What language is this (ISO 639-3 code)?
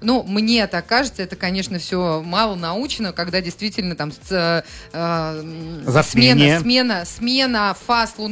rus